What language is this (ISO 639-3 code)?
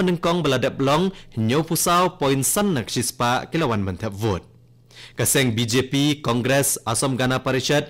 kha